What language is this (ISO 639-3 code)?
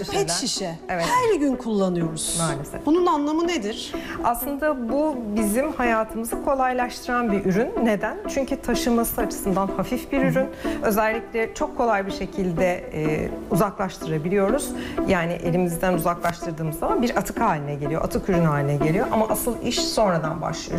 tur